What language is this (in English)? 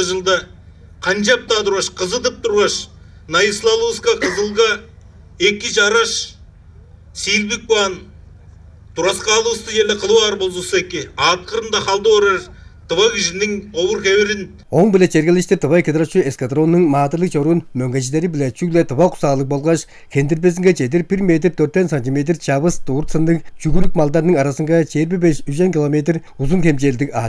Tuvinian